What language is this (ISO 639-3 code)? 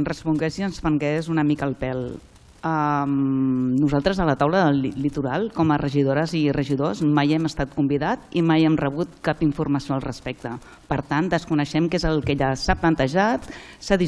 cat